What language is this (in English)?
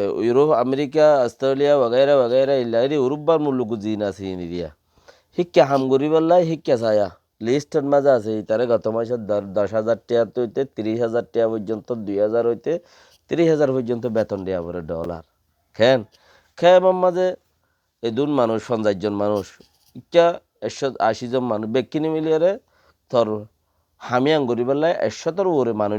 Rohingya